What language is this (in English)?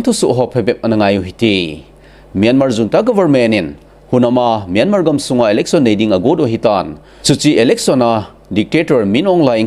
Thado Chin